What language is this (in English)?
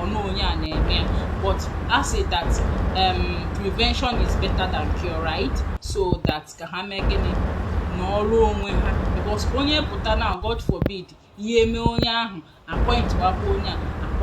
Igbo